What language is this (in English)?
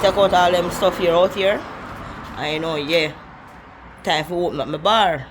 Jamaican Creole English